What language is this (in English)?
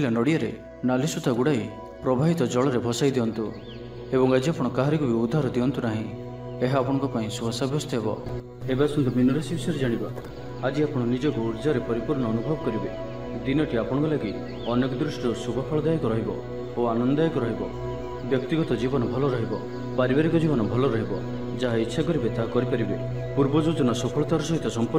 Odia